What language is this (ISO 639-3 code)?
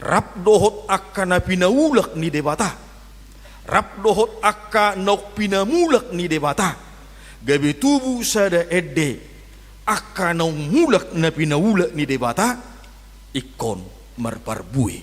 bbc